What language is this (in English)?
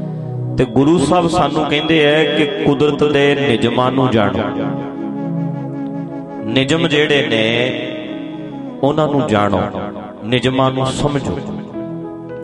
Punjabi